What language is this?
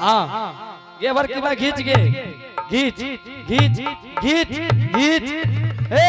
Angika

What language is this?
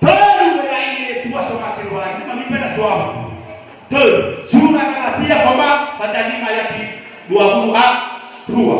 Nias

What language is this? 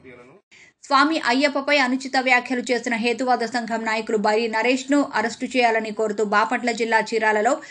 Telugu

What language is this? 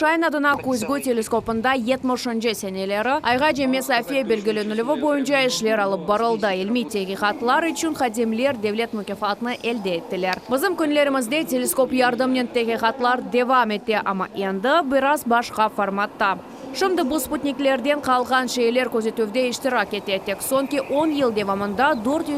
Crimean Tatar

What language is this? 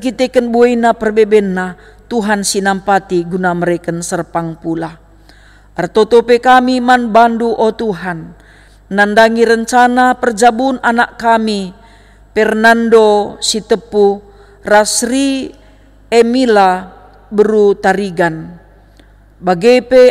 Batak Karo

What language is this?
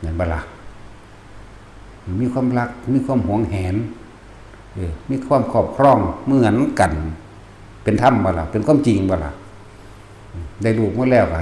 Northeastern Thai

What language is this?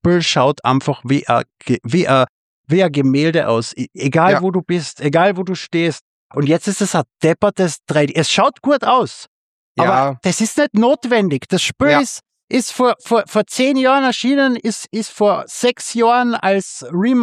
German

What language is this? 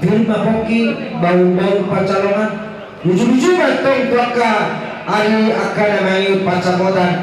Batak Toba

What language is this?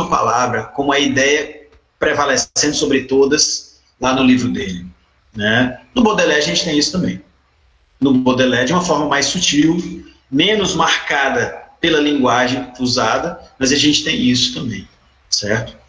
Portuguese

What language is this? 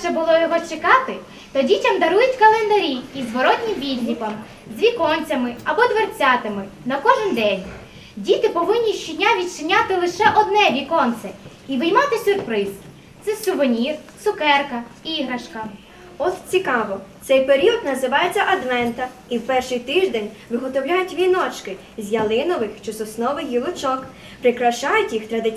Ukrainian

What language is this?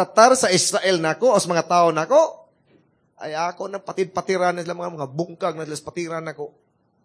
Cebuano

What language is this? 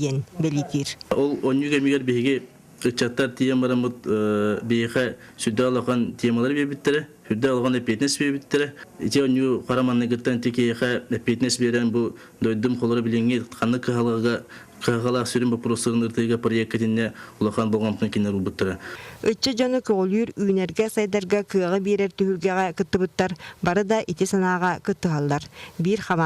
Yakut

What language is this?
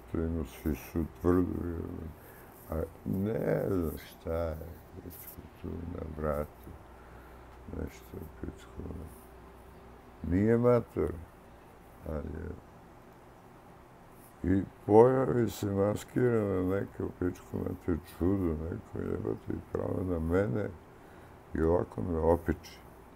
Serbian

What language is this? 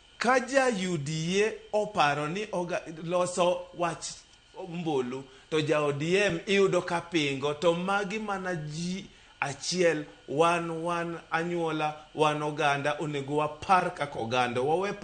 Luo (Kenya and Tanzania)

